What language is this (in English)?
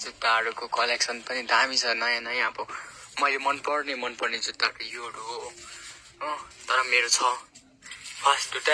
Nepali